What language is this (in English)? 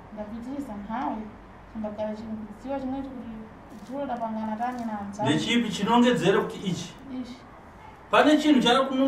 Shona